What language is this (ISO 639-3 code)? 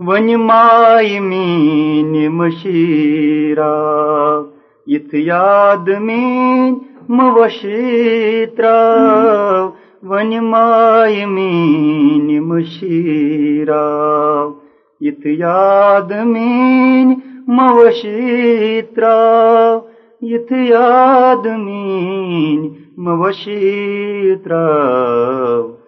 kas